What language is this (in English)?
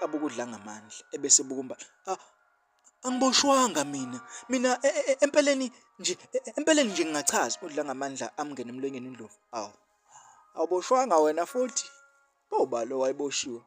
Zulu